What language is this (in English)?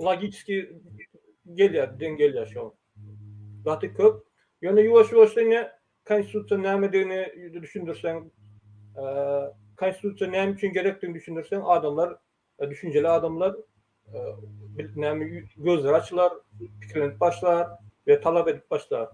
Turkmen